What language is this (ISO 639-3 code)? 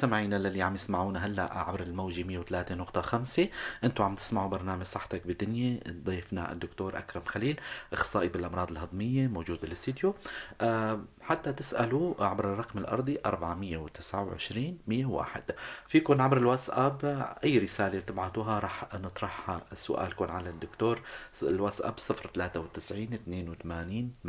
apc